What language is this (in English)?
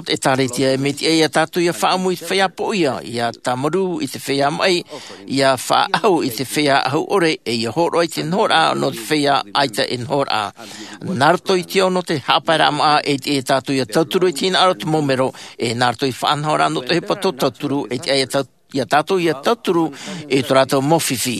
Tahitian